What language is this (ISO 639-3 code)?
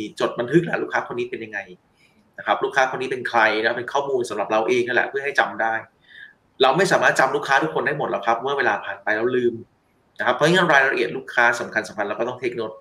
tha